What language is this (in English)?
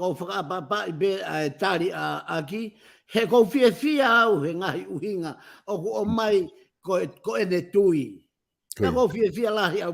Tongan